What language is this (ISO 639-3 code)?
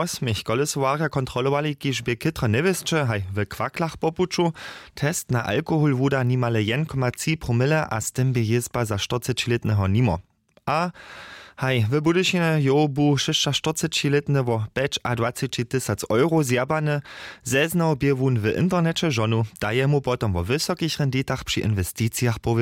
hsb